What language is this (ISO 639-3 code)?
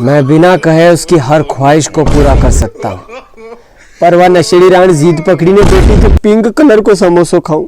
raj